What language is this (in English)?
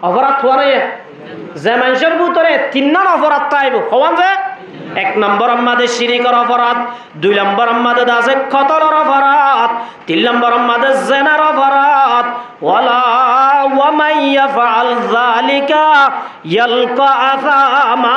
Rohingya